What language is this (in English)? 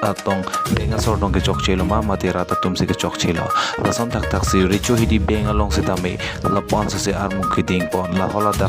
Karbi